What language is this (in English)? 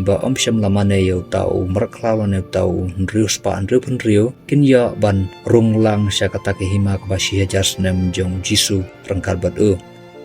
Khasi